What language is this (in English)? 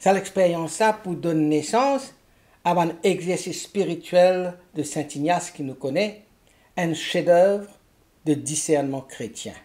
Morisyen